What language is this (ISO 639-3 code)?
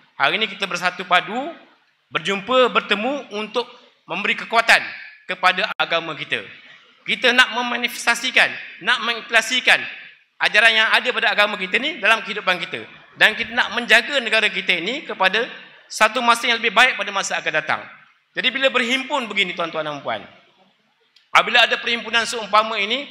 msa